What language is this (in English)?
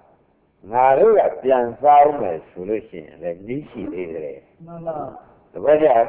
Burmese